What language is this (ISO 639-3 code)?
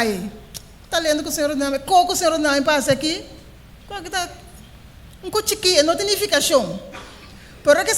pap